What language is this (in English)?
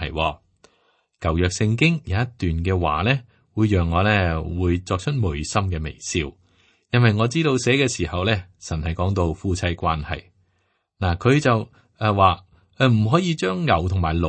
Cantonese